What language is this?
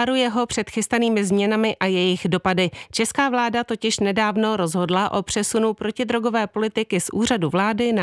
Czech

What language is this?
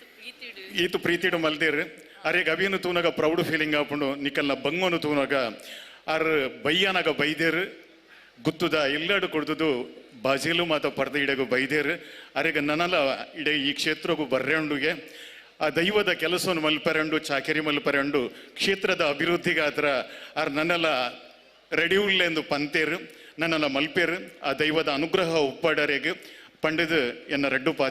Tulu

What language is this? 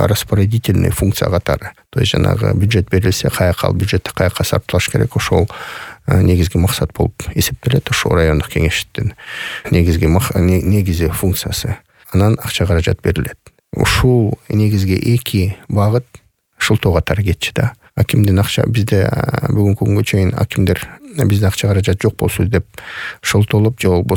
Kyrgyz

